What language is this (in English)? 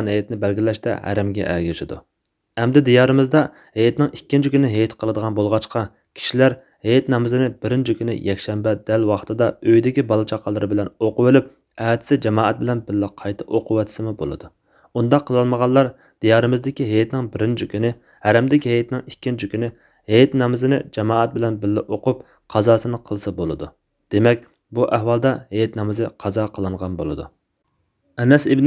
Uyghur